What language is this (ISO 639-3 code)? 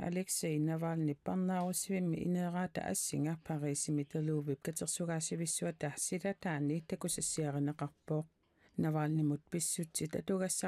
kal